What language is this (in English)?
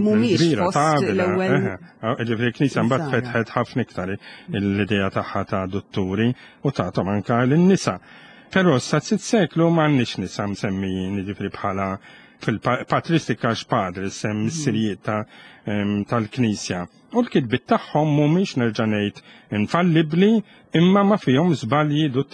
Maltese